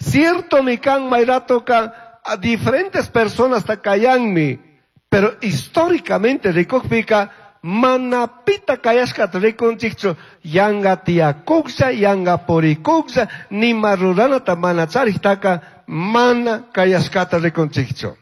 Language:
Chimborazo Highland Quichua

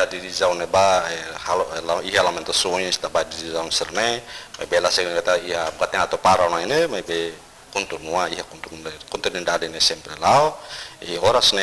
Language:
Tetum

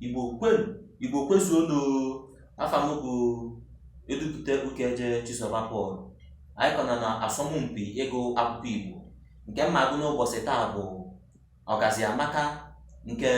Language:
Igbo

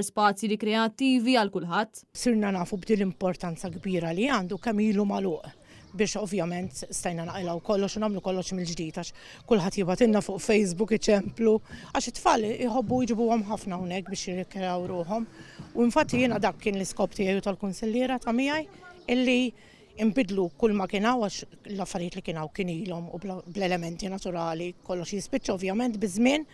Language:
Maltese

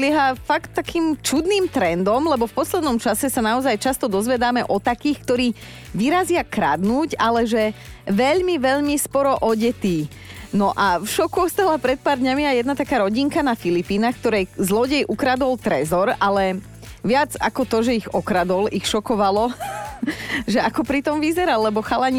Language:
Slovak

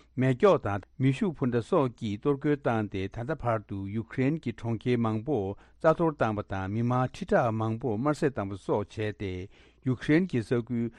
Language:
Tibetan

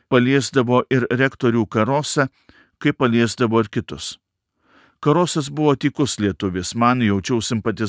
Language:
Lithuanian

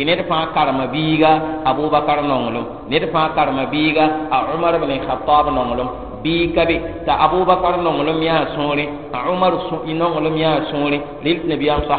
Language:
Mossi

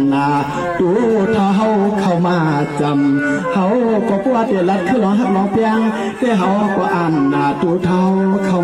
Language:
Shan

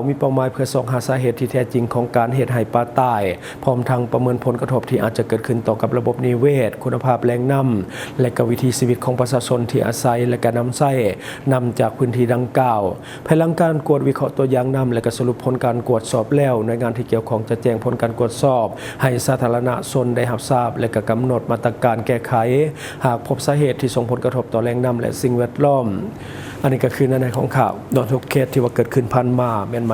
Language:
Lao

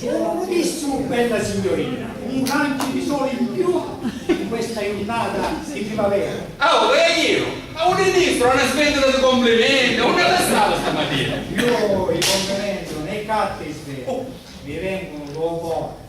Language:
Sicilian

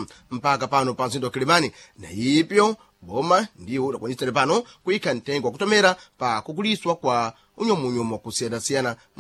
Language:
Sena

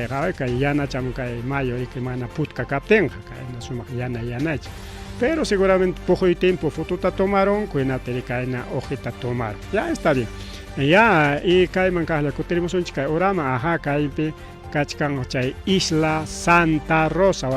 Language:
Ayacucho Quechua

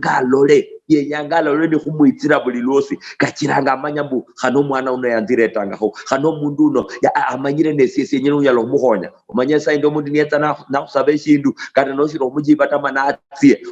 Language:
Luyia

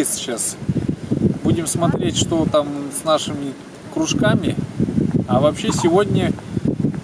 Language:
Russian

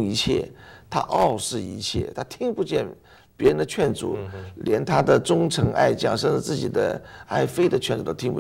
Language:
Chinese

